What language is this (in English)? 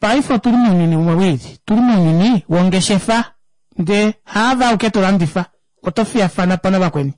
Kuanyama